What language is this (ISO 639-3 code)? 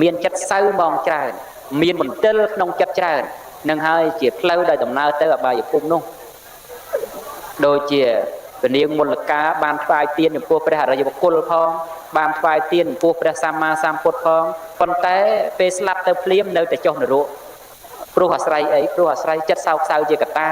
khm